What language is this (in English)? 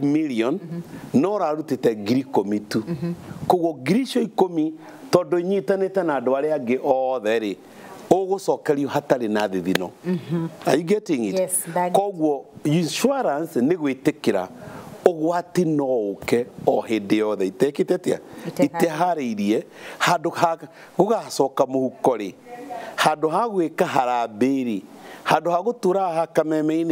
Kikuyu